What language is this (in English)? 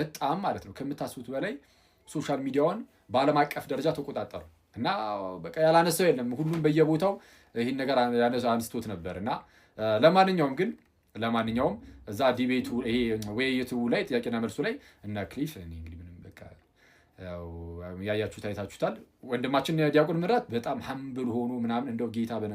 Amharic